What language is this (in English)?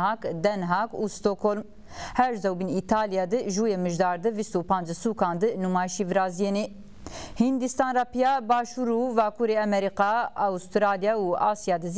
Zaza